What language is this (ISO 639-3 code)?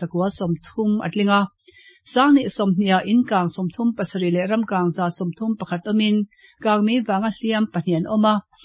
lus